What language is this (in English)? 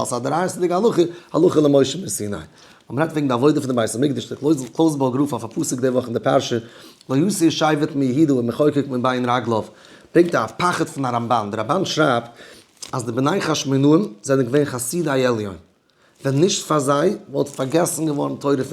Yiddish